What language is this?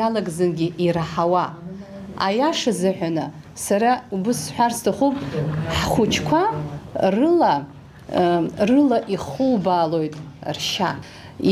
Abkhazian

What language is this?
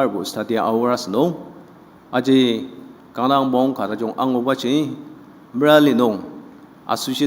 Ao Naga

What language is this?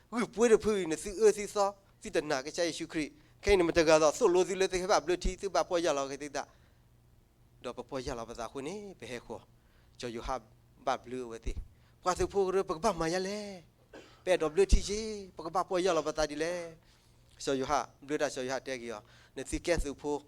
S'gaw Karen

